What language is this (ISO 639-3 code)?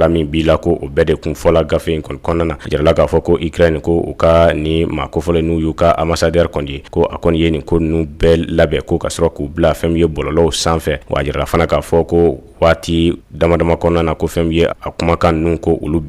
bam